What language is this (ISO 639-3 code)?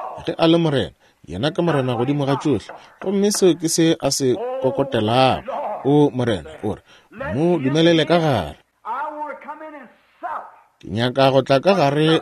nso